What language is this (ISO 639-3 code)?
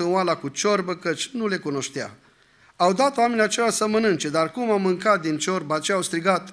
ron